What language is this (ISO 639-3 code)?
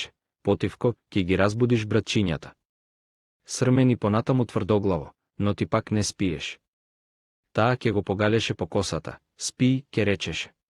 mkd